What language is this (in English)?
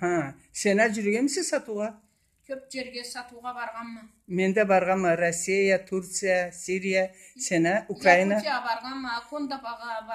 Karachay-Balkar